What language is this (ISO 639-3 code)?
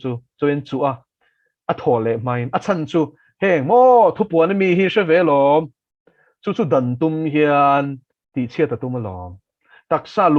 lus